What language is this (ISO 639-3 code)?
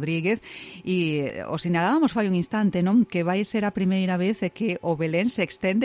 glg